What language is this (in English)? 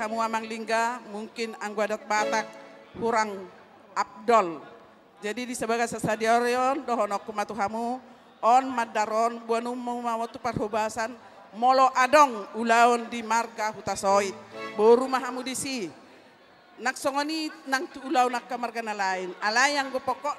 Batak Toba